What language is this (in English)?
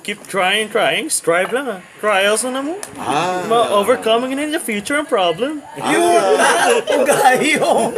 Hiligaynon